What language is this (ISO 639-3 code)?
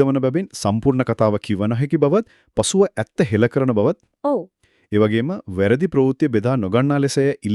sin